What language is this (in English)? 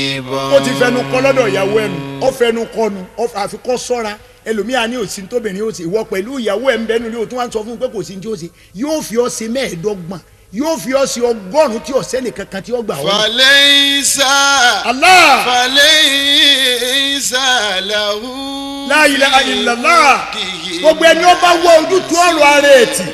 Yoruba